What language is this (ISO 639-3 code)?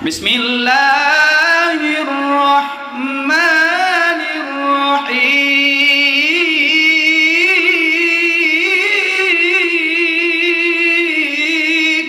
ace